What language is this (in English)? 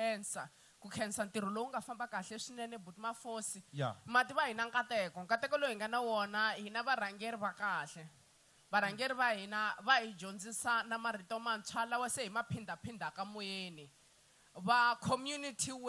Tsonga